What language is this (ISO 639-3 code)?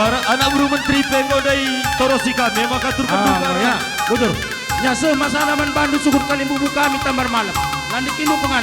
btx